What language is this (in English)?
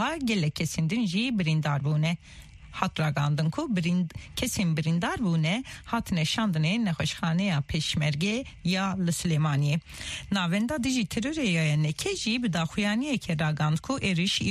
Kurdish